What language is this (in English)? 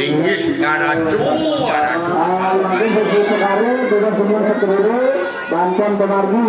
Balinese